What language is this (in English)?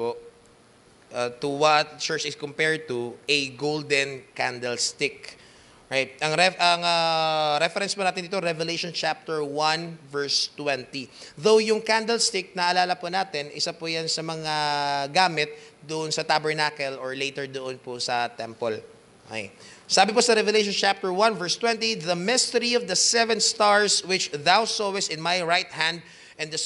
Filipino